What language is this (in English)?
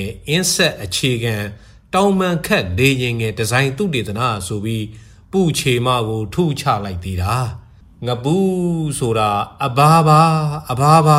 Burmese